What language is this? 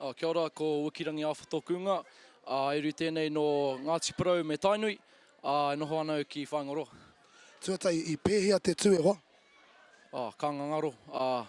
Māori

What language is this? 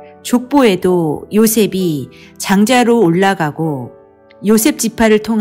Korean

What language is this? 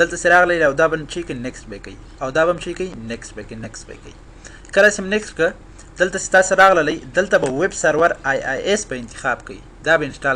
Pashto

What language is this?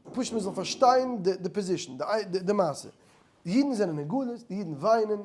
Yiddish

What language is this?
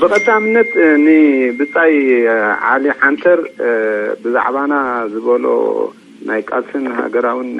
Tigrinya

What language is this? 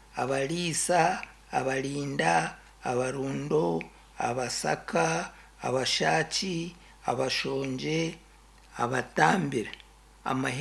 Nyankole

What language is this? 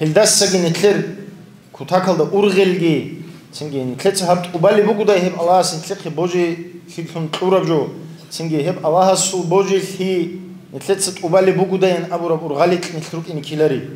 Avaric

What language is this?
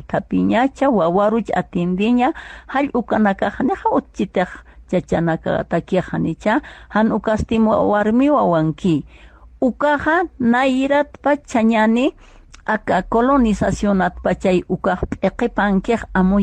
Aymara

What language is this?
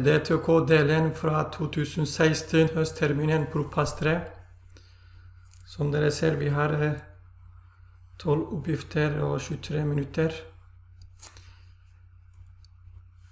Norwegian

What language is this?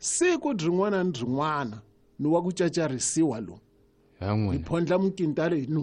Tsonga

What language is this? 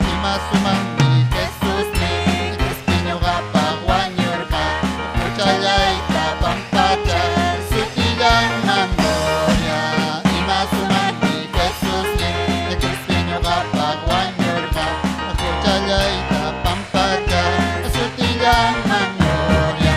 Ayacucho Quechua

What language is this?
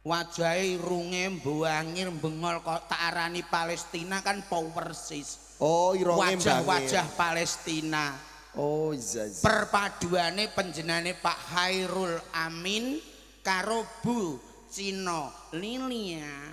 Javanese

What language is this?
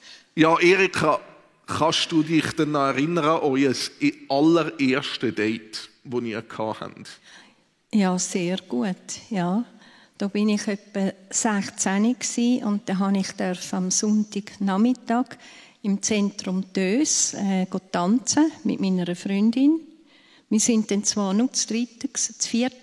Swiss German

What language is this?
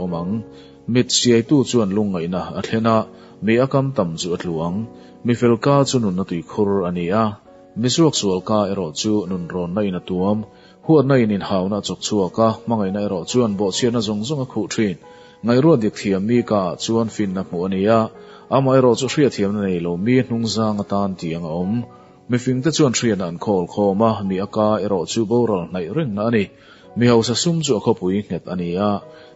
Mizo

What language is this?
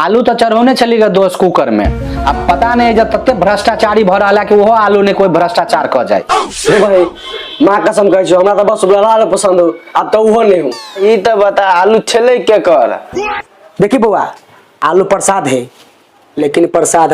Maithili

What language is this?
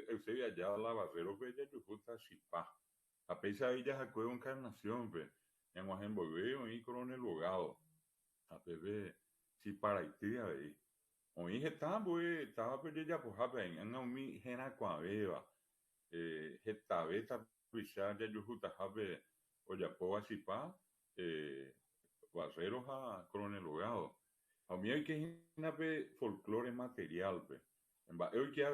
Guarani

